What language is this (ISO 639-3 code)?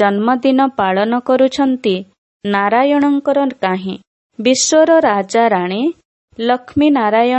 ori